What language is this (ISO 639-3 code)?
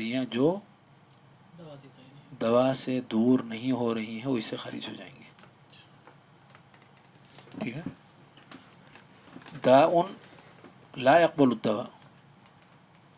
urd